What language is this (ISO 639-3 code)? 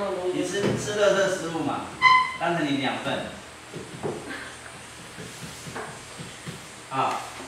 zho